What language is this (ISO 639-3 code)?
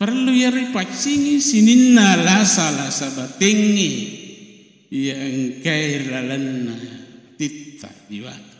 bug